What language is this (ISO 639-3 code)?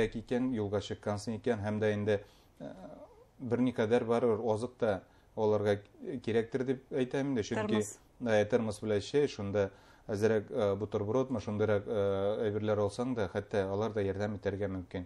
bak